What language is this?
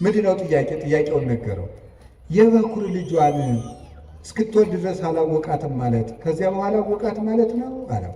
Amharic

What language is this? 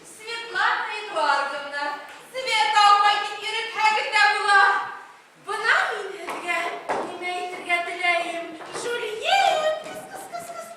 Bashkir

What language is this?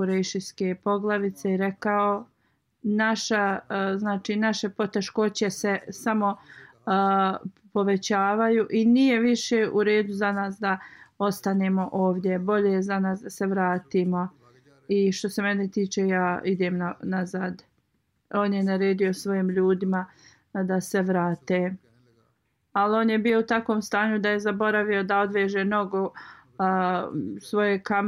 Bosnian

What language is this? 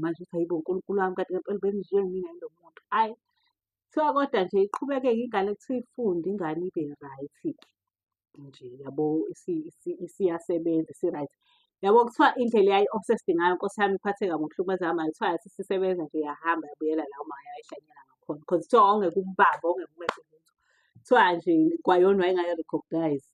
Zulu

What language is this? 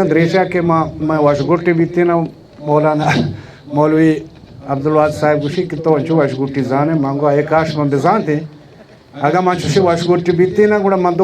Baluchi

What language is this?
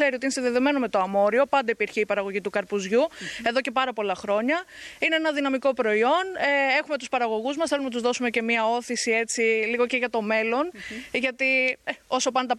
Greek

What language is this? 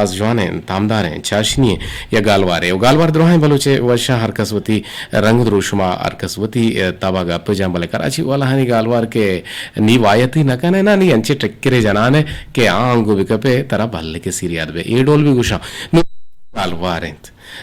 Eastern Balochi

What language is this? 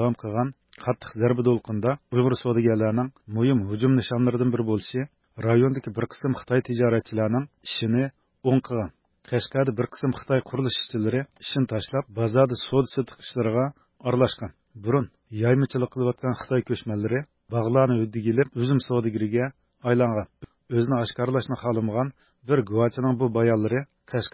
Uyghur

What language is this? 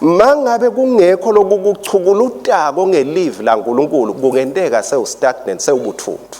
Swati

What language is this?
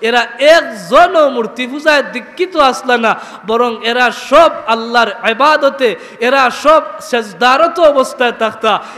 Sylheti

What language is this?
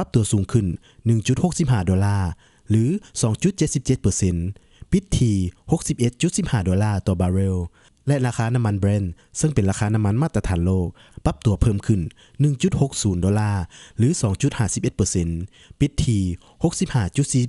Lao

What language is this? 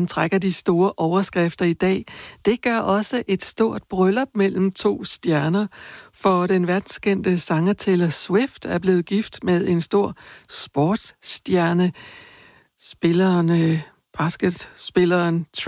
Danish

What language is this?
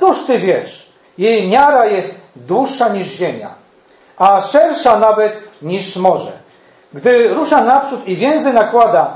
Polish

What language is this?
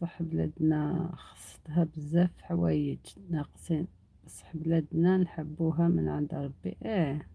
Algerian Arabic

